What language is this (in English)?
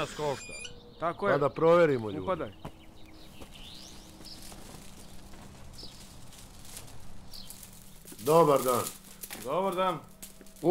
Serbian